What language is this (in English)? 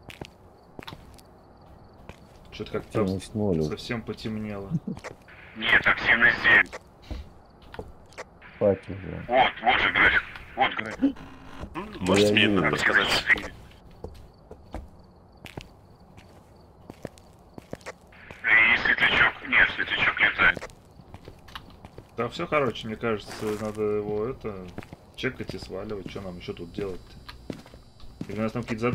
Russian